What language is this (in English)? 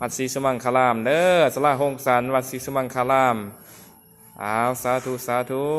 Lao